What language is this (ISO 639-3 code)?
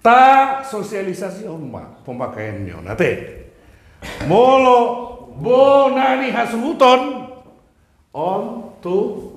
bbc